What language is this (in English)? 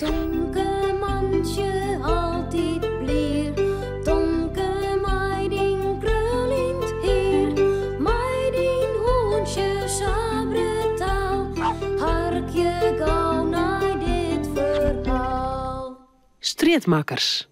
Western Frisian